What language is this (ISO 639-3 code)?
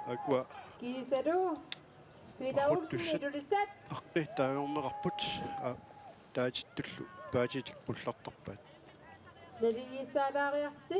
kal